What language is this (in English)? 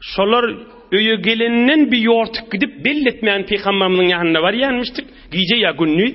Turkmen